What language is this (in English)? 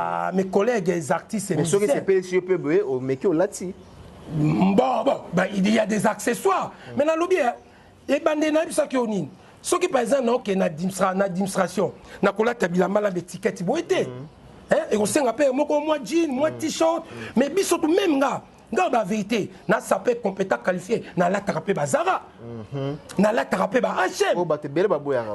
Lingala